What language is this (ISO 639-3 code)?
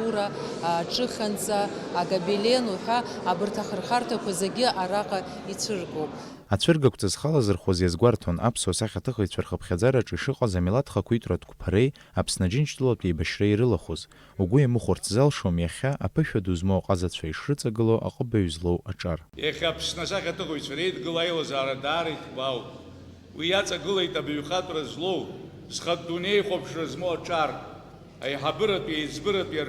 abk